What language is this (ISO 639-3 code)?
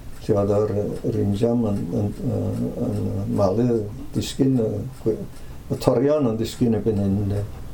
cym